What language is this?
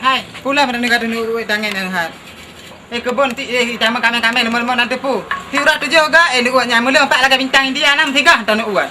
Achinese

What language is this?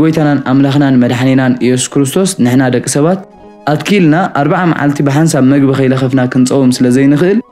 Tigrinya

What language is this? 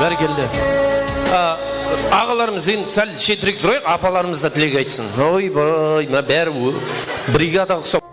Kara-Kalpak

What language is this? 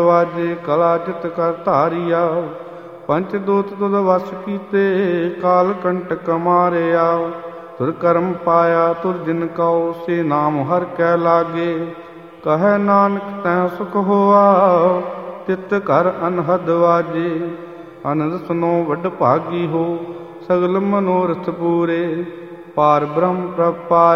Punjabi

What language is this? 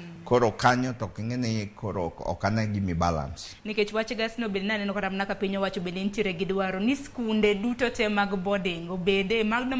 Luo (Kenya and Tanzania)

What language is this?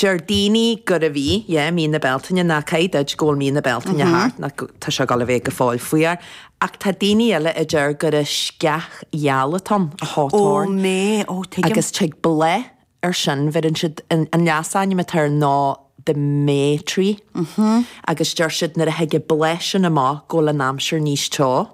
Irish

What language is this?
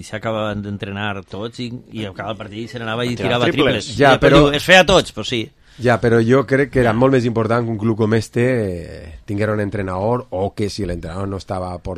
Catalan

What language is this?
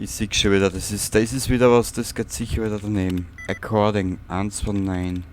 Bavarian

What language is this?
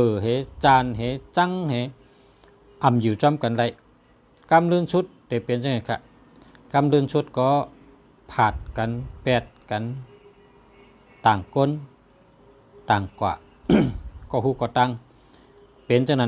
Shan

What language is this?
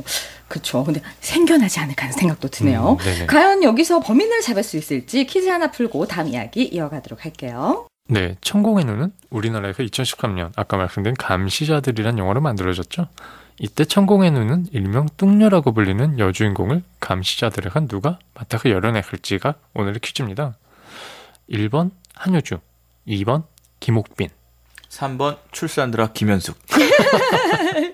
Korean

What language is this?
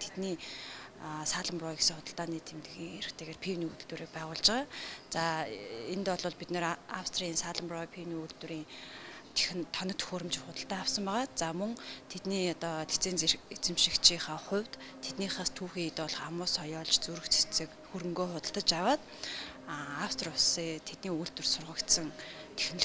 Mongolian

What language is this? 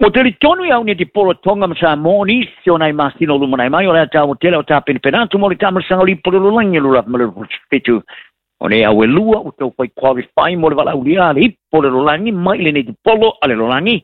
Samoan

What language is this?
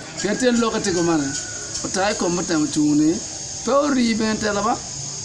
Acoli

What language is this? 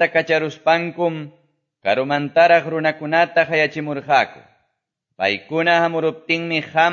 Quechua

